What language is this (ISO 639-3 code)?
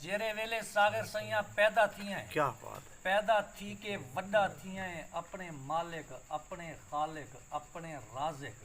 skr